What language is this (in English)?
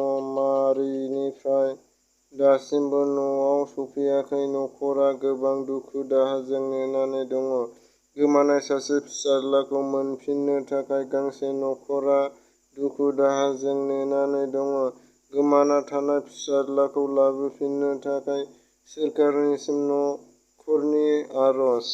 Bodo